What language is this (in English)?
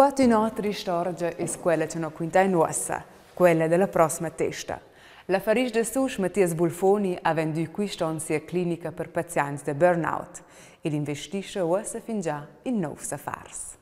Romansh